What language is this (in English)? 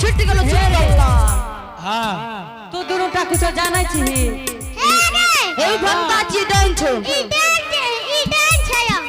Angika